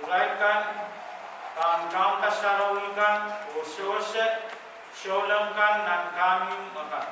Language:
Pohnpeian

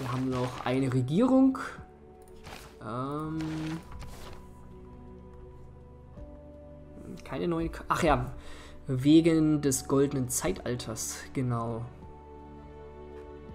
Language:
German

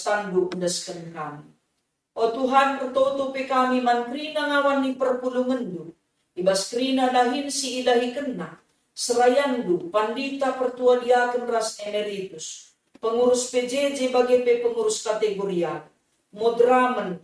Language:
Batak Karo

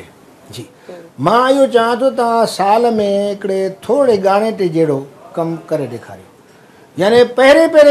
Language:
Sindhi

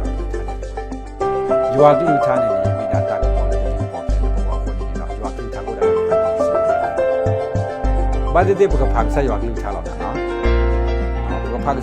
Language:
S'gaw Karen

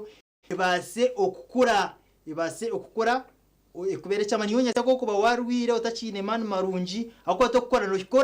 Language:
Nyankole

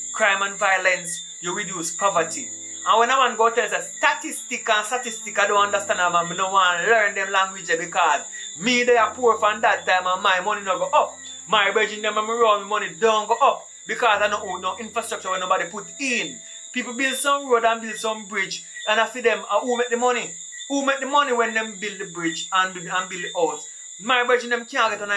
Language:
Jamaican Creole English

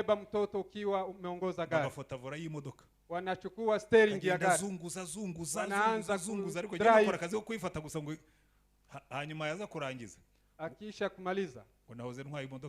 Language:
Kinyarwanda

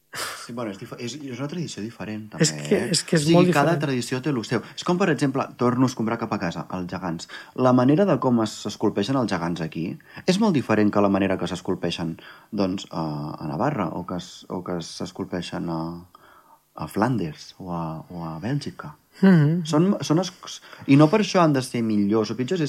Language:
Catalan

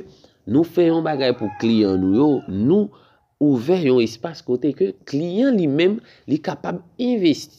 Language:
Haitian Creole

